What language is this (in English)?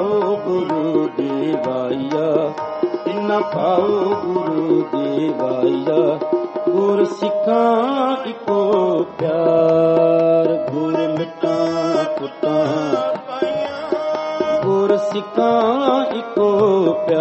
Punjabi